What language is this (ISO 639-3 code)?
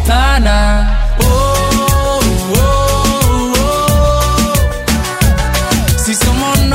est